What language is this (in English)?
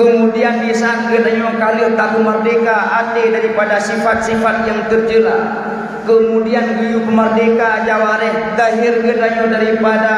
Achinese